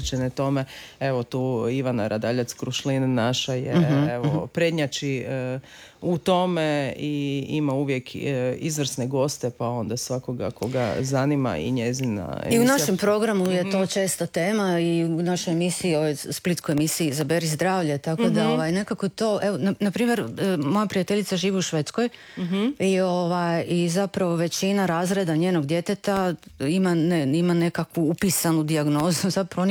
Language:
Croatian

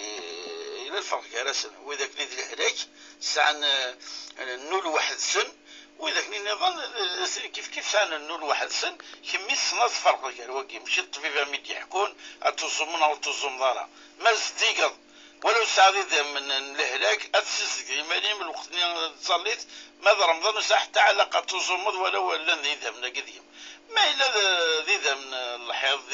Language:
Kabyle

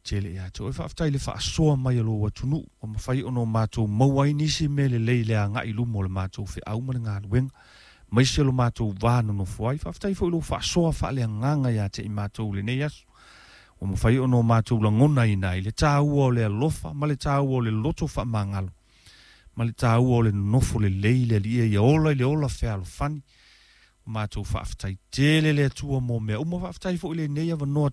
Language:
Samoan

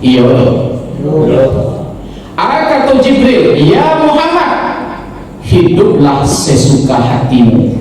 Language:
Minangkabau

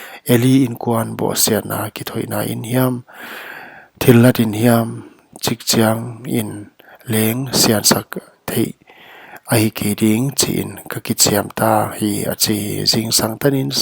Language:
Paite Chin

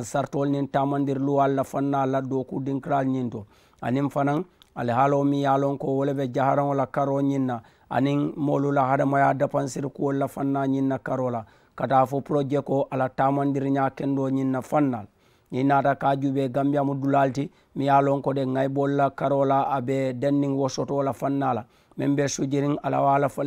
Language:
Mandingo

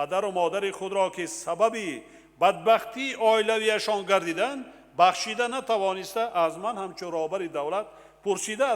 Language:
Tajik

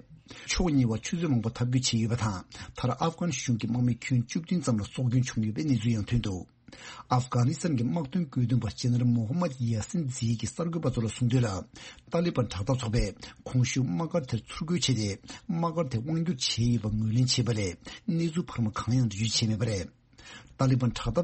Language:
Tibetan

